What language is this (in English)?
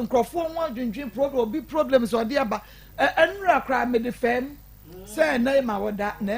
Akan